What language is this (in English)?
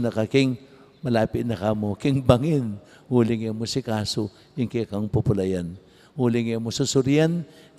Pampanga